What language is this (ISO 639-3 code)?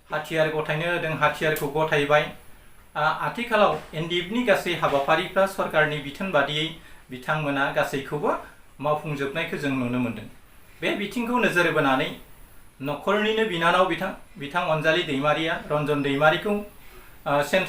brx